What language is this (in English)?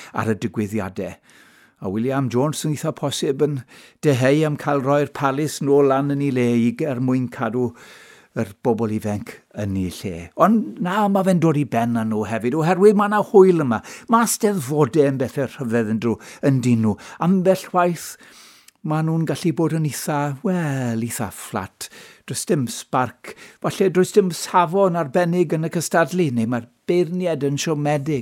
Welsh